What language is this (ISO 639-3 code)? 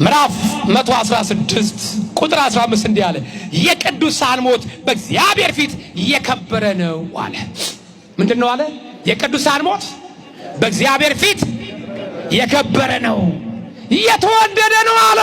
amh